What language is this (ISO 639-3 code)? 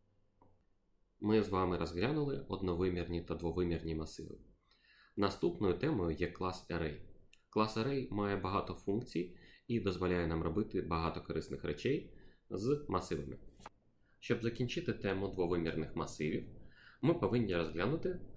ukr